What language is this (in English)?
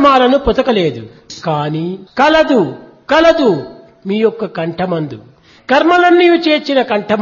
Telugu